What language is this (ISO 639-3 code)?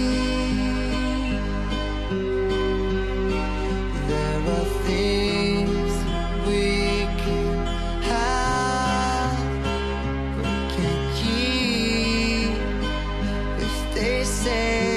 eng